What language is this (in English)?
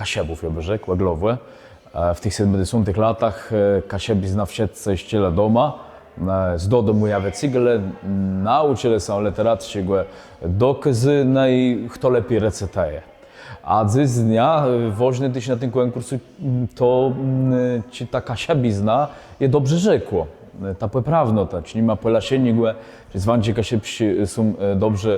Kashubian